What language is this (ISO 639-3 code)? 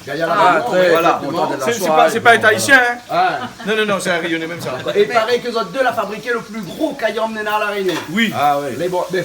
rcf